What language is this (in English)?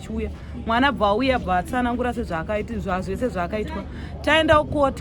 Shona